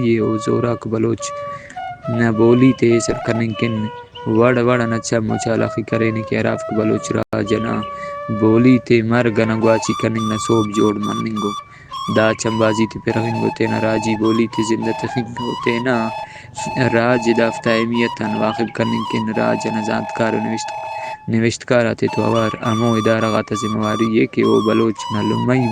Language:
Brahui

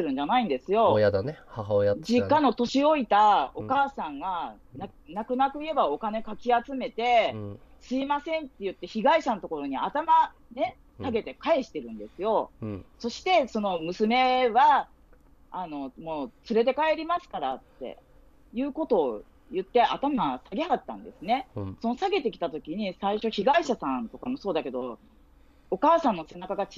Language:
Japanese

